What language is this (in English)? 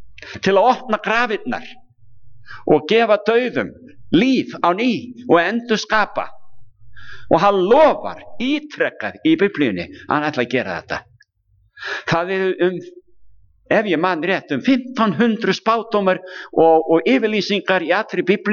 Icelandic